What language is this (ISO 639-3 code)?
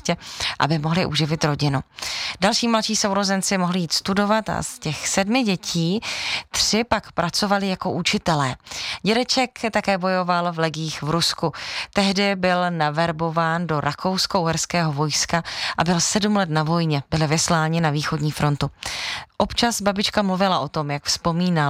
ces